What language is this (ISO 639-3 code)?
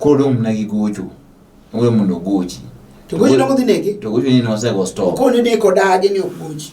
luo